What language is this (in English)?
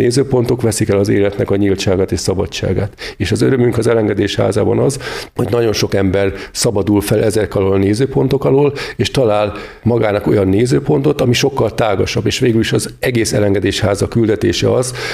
Hungarian